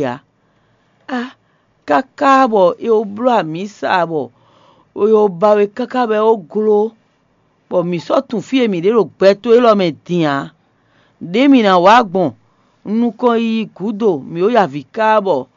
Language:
Fon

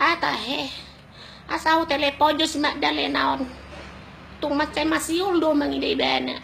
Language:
Batak Toba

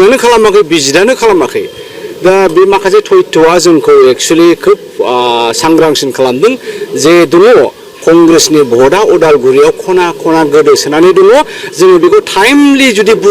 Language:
Bodo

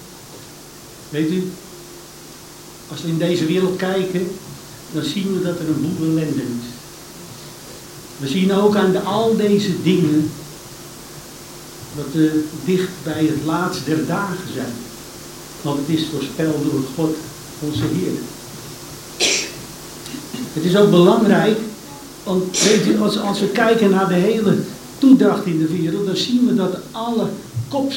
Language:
Dutch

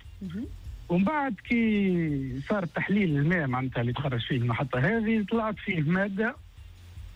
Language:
Tunisian Arabic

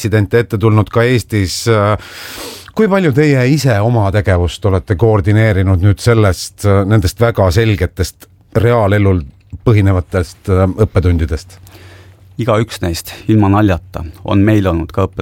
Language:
Estonian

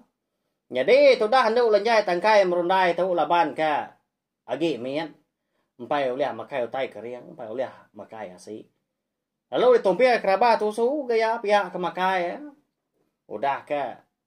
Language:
Iban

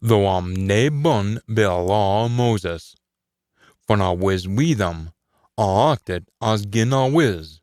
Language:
Scots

